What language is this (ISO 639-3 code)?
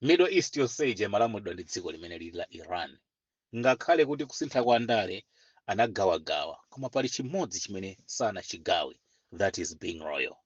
nya